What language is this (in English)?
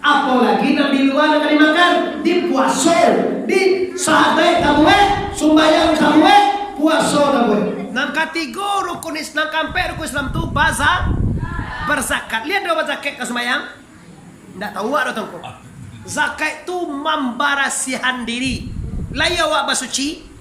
Minangkabau